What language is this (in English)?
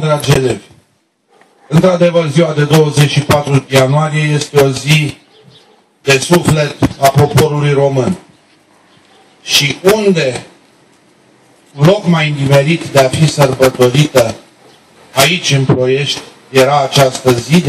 Romanian